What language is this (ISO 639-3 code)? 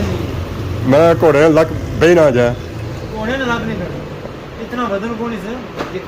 phr